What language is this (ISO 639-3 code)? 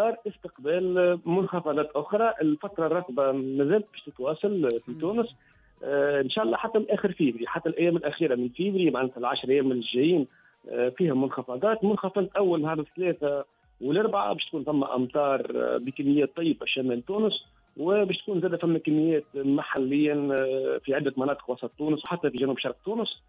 aeb